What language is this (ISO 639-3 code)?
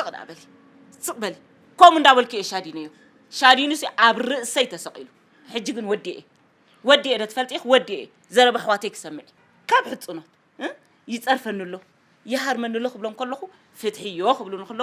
tir